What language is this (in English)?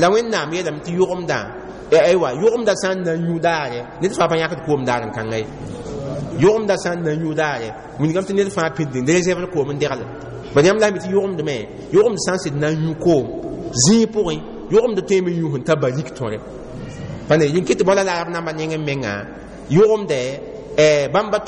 Mossi